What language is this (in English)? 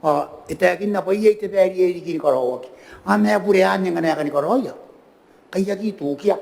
Gilbertese